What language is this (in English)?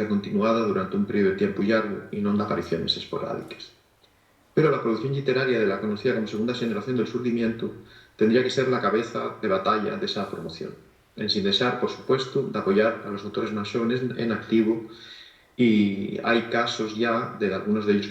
Asturian